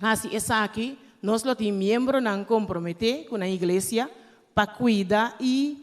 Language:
Papiamento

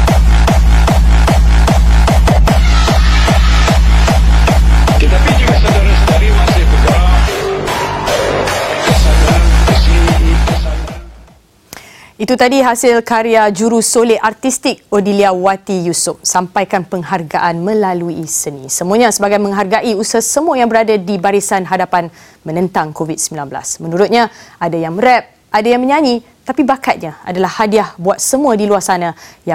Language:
Malay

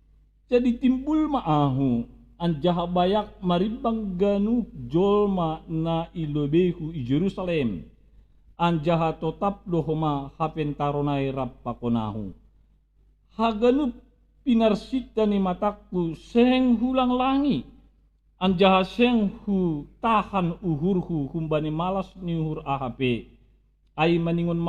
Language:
Batak Simalungun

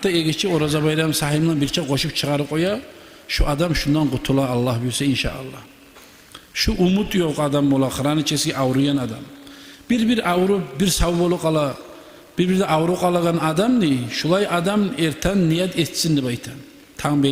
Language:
Kumyk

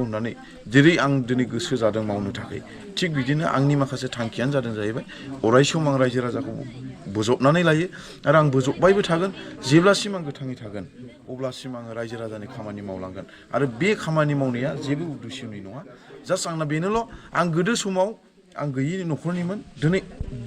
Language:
Bodo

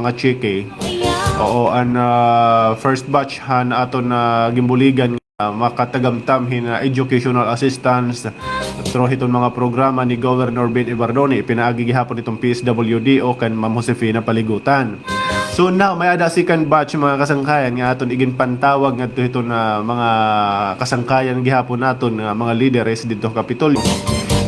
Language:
Waray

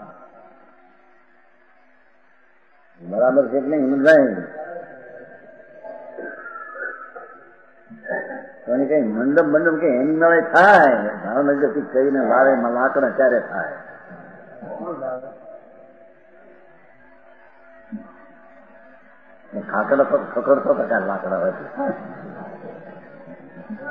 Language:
Gujarati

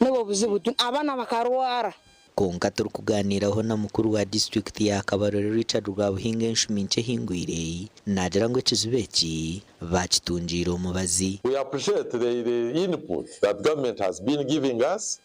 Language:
Nyankole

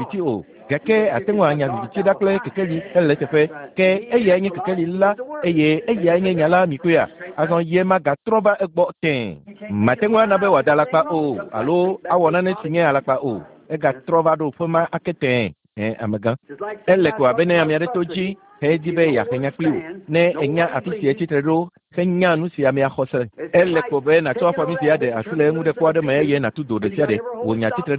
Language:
Ewe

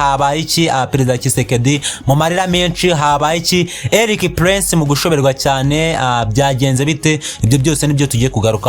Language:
Kinyarwanda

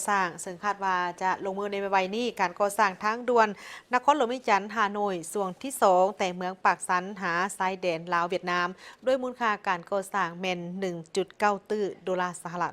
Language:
Lao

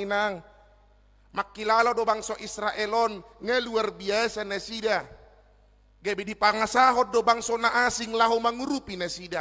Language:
Batak Toba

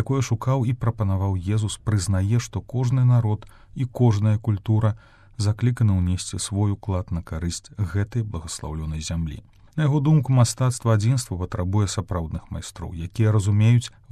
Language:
Belarusian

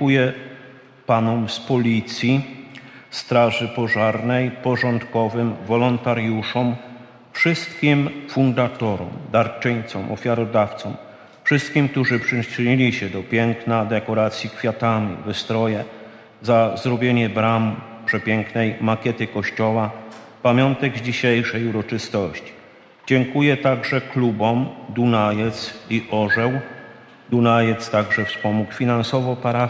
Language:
Polish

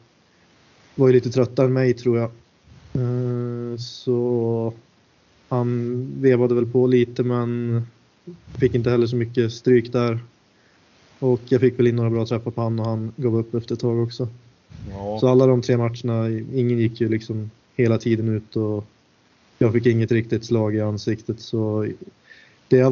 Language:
Swedish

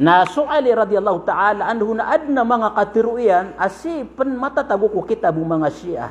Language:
Maranao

